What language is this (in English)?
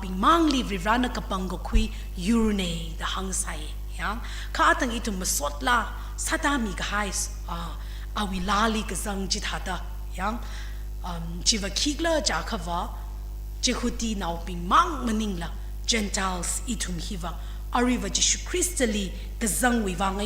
Tangkhul Naga (India)